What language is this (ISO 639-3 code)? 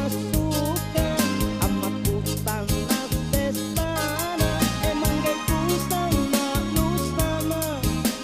mak